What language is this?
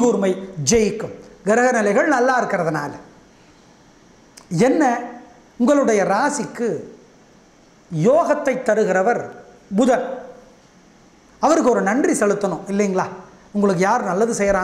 Tamil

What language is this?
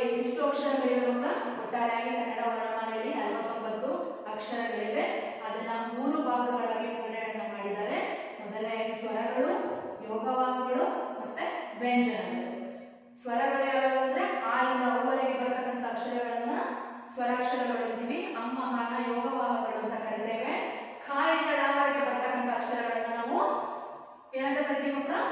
Kannada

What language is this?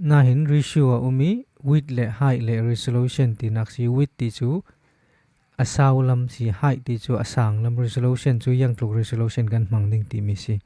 Falam Chin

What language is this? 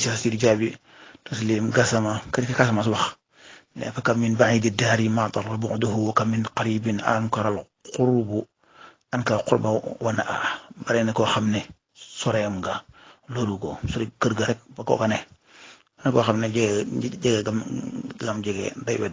Wolof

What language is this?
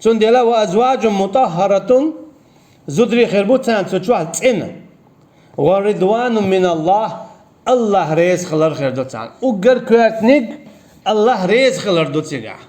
Chechen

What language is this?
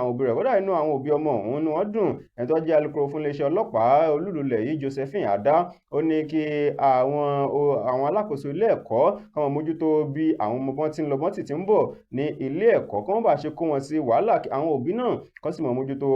Yoruba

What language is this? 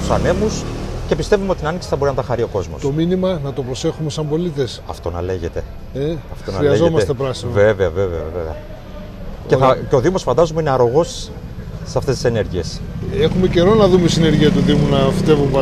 Greek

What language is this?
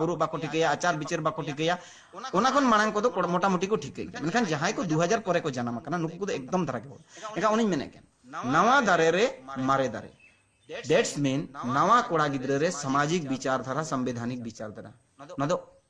Santali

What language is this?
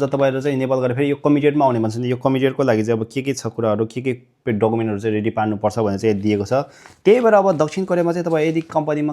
Nepali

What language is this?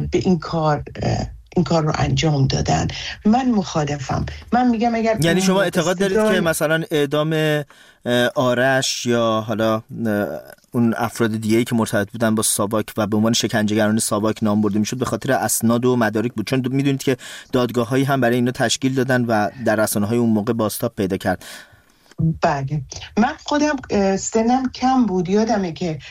Persian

